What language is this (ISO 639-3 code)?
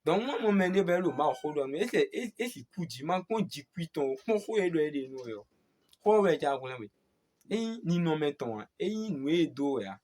fon